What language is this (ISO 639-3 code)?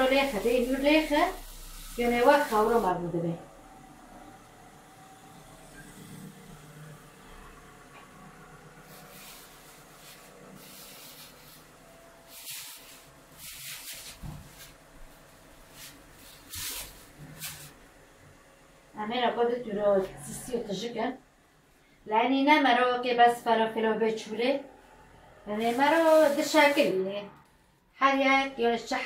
fas